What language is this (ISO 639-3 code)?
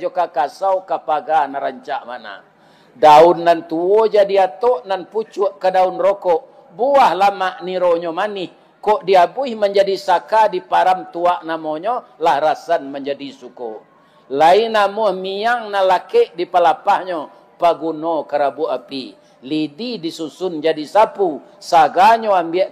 min